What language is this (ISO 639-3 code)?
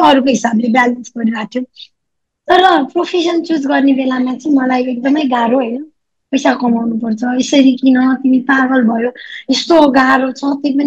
nep